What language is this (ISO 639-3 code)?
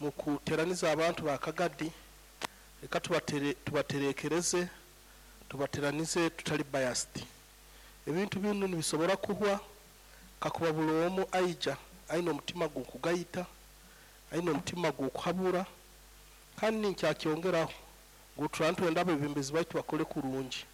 nyo